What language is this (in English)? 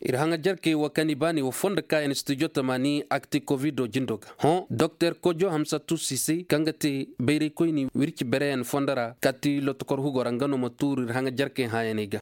Zarma